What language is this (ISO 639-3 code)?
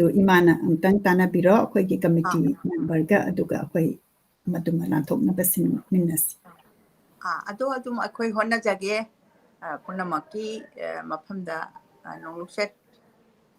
mni